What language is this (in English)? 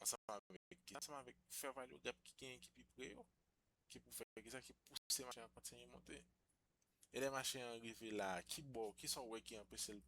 Haitian Creole